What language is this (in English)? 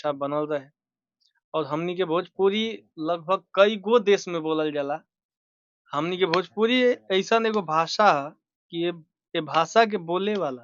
Bhojpuri